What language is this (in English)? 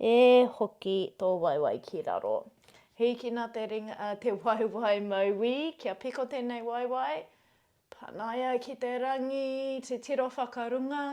Māori